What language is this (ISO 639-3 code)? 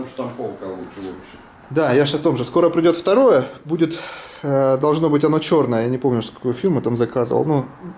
rus